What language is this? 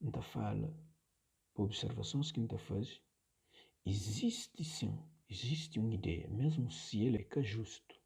Kabuverdianu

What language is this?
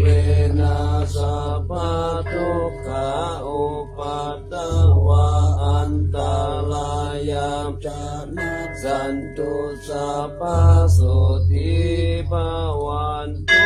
Pali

